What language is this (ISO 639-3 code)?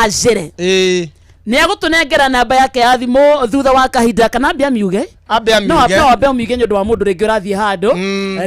kik